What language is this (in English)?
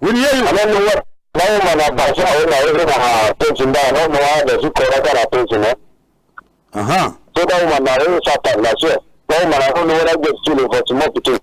Cameroon Pidgin